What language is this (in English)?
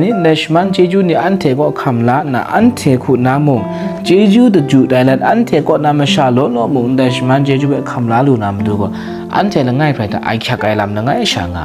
Kachin